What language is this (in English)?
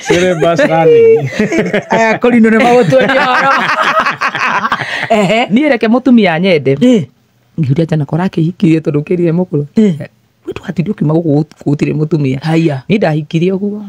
Kikuyu